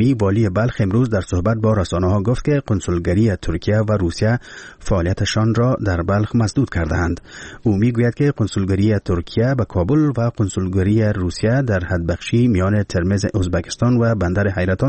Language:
Persian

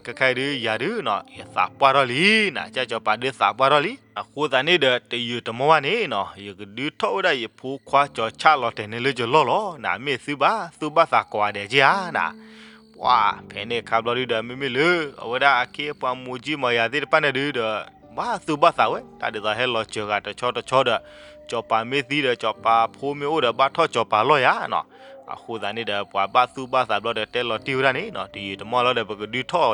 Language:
S'gaw Karen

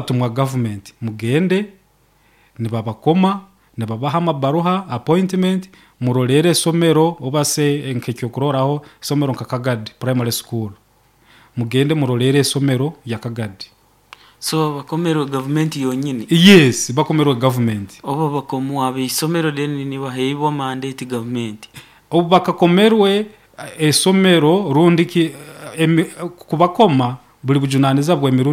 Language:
Nyoro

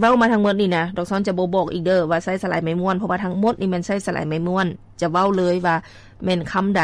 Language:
Lao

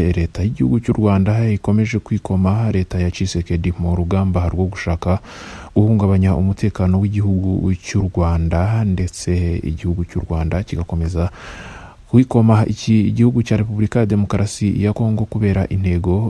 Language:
Kinyarwanda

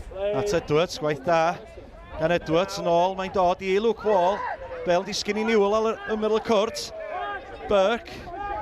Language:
Welsh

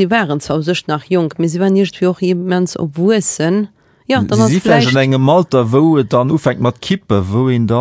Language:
Luxembourgish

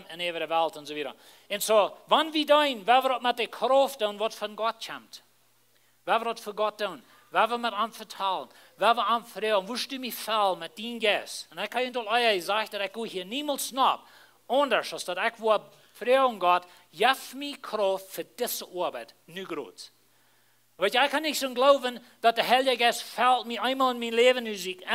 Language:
Plautdietsch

